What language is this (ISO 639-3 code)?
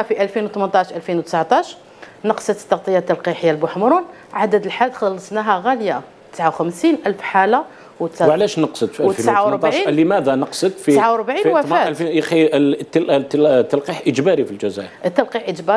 arq